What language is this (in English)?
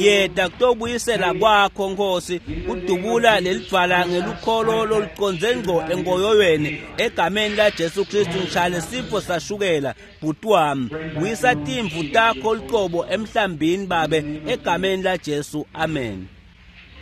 Swati